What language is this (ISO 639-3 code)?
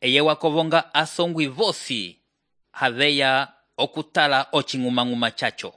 umb